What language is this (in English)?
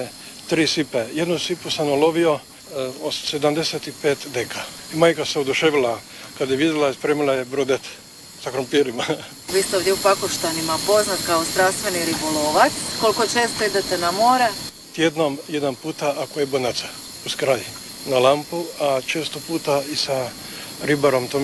Croatian